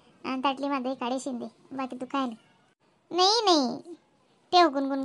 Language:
Khandesi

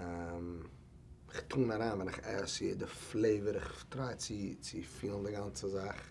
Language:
Yiddish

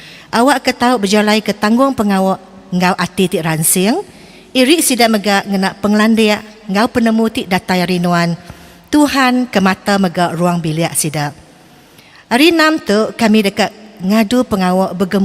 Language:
Iban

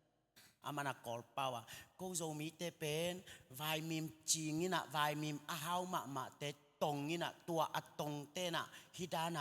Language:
Tedim Chin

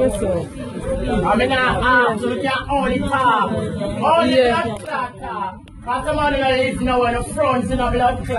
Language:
Jamaican Creole English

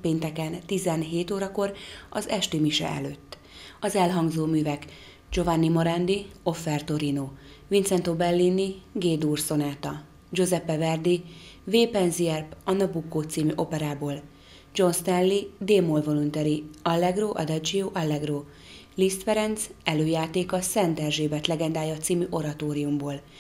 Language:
Hungarian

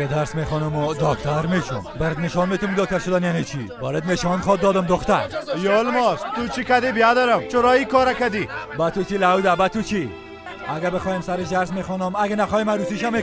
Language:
Persian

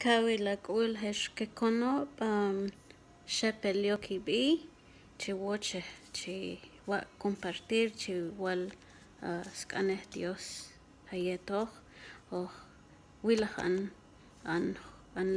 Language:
Q'anjob'al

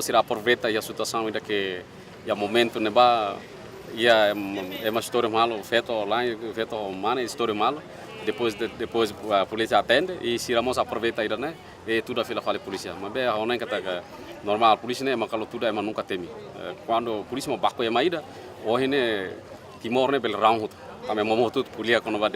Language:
Tetum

